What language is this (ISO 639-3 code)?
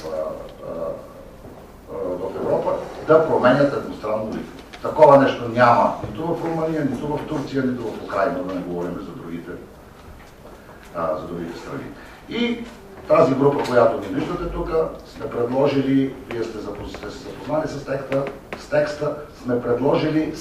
bul